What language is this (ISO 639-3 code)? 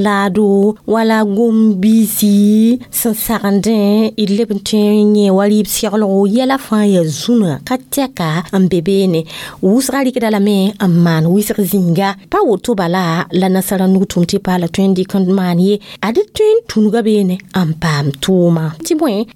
mos